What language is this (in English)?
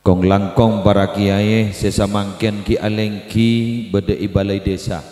Madurese